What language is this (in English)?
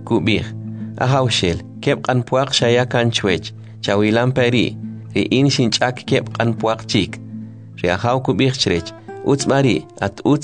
Kʼicheʼ